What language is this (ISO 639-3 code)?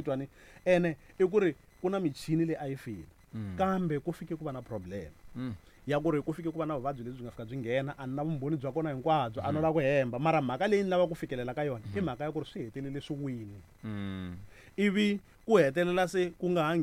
tso